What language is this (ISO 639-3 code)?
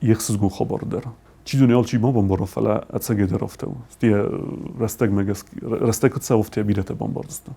oss